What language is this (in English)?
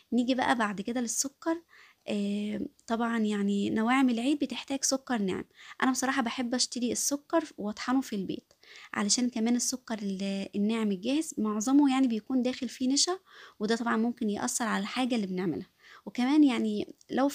Egyptian Arabic